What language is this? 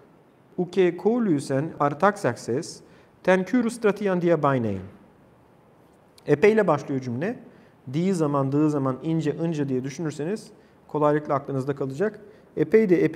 Turkish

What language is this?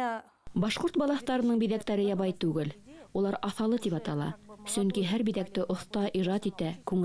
Bashkir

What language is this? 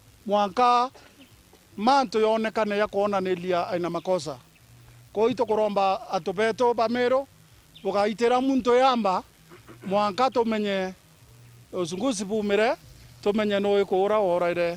Meru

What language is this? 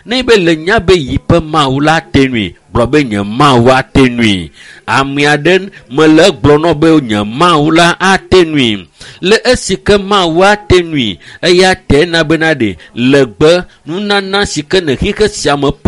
Ewe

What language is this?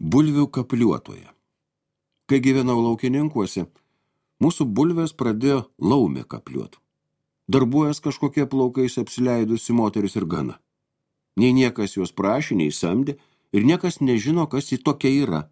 Lithuanian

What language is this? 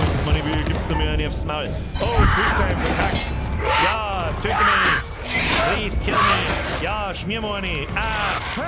Bavarian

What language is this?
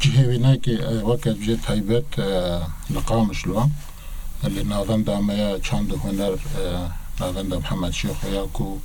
Kurdish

